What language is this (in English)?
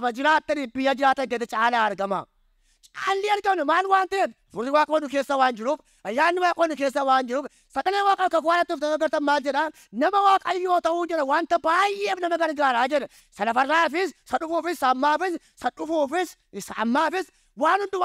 Oromo